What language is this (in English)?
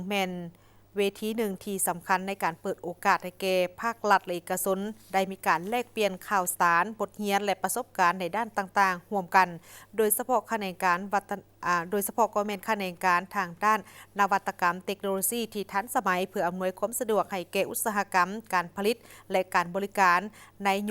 Lao